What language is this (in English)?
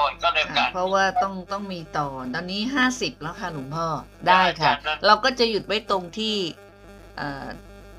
Thai